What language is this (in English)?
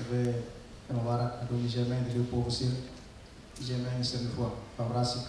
Tetum